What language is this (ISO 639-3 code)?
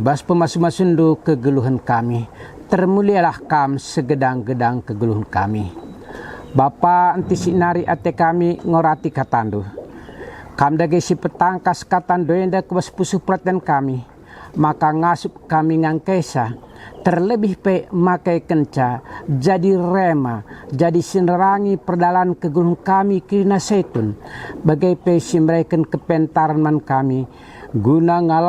btx